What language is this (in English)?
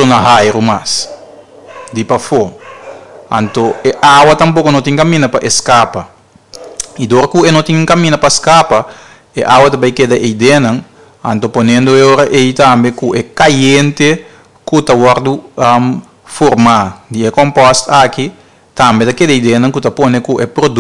Papiamento